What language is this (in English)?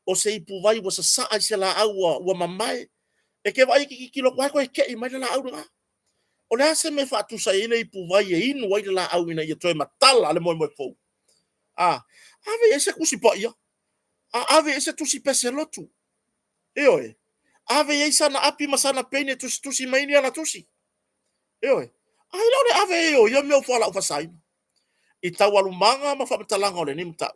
Samoan